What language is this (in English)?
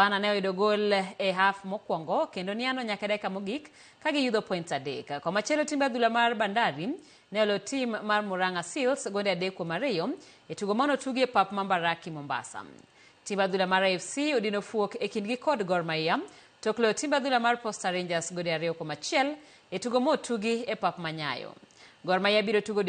Luo (Kenya and Tanzania)